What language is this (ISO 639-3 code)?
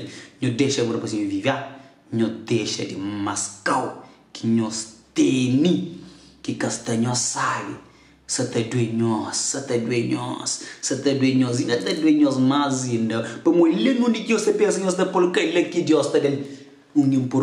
kea